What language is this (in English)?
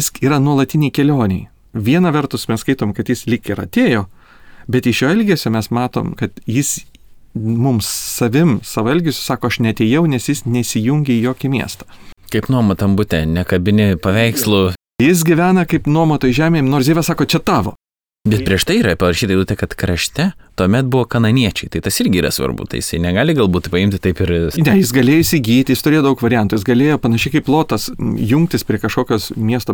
Lithuanian